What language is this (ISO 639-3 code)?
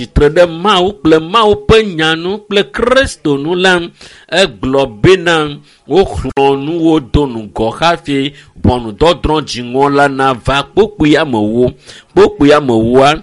ewe